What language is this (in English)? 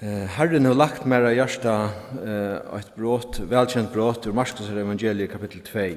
Faroese